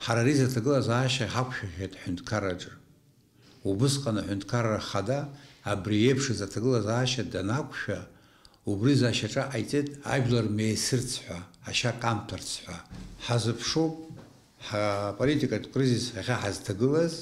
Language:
Abkhazian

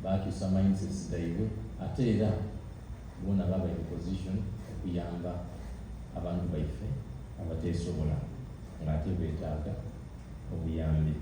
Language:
Soga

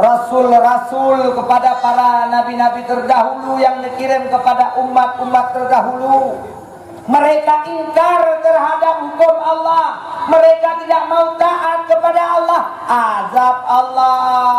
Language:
Achinese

